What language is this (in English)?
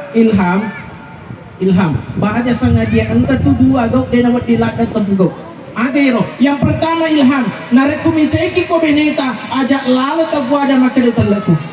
Buginese